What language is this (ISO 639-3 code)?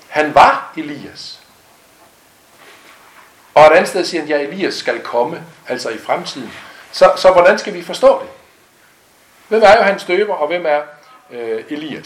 dan